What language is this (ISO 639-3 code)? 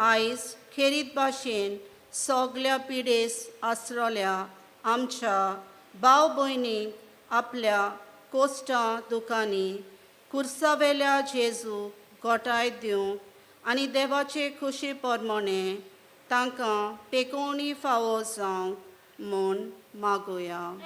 kok